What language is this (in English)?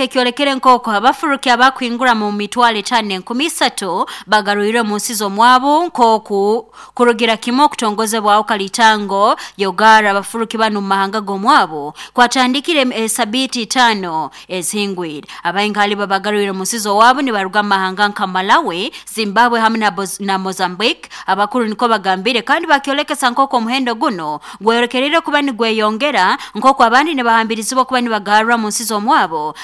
Nyankole